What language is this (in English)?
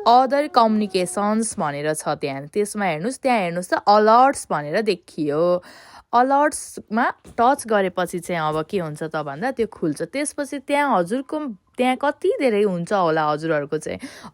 Nepali